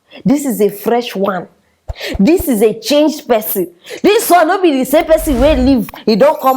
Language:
Nigerian Pidgin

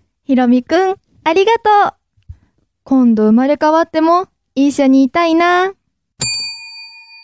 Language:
Japanese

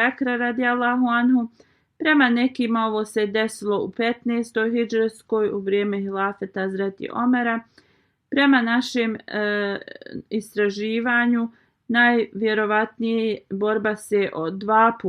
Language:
Bosnian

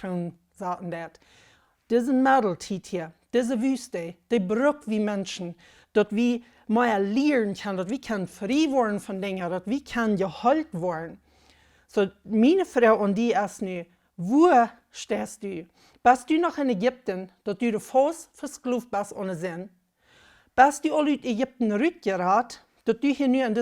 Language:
Plautdietsch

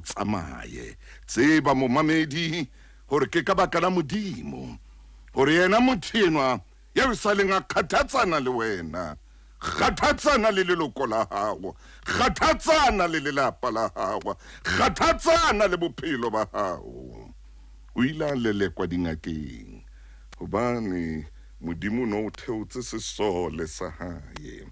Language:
Southern Sotho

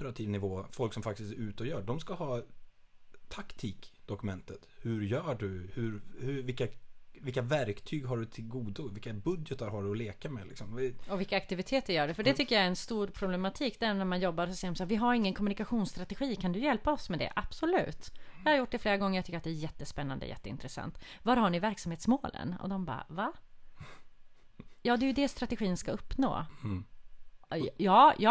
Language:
Swedish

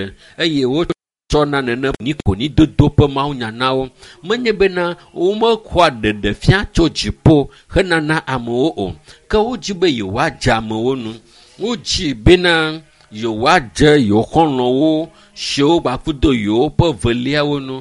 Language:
Ewe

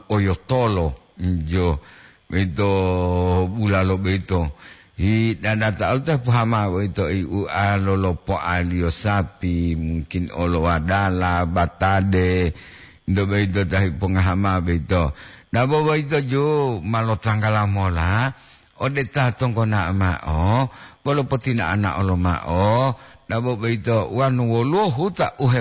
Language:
Gorontalo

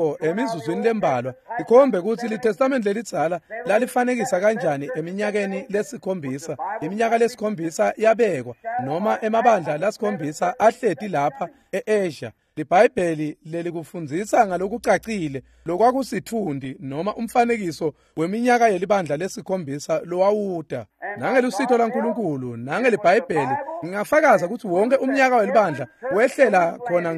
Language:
Swati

